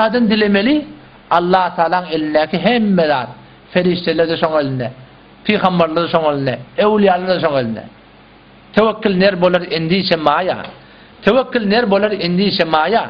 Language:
Turkmen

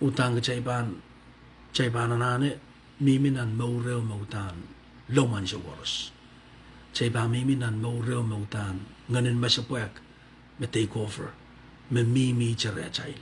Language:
Pohnpeian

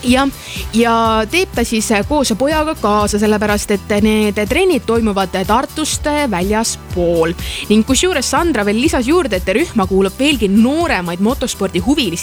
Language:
Estonian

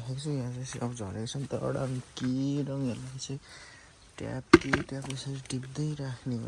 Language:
Nepali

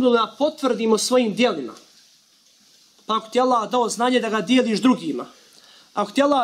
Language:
Bosnian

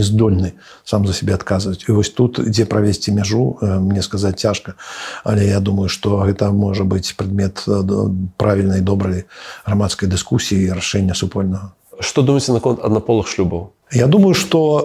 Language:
Belarusian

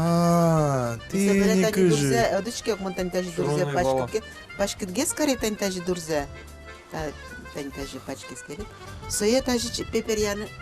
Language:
Udmurt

